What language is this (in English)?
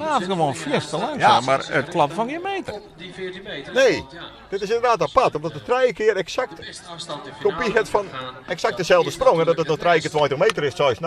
Western Frisian